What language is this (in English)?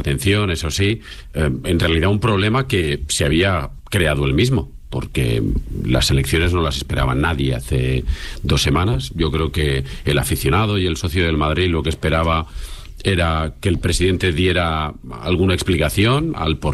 Spanish